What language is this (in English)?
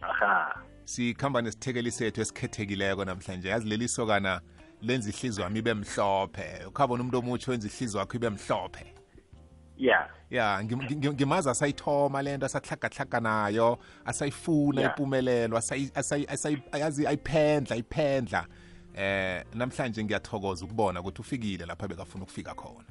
South Ndebele